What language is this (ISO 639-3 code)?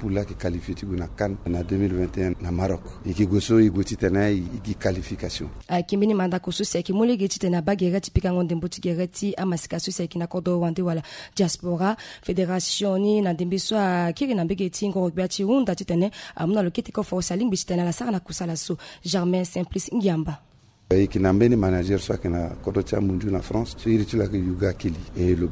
sag